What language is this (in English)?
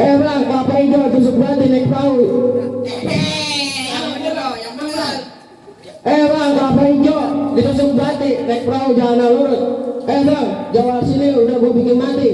Betawi